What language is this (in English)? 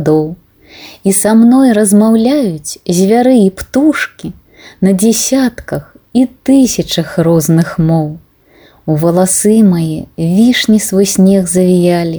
Belarusian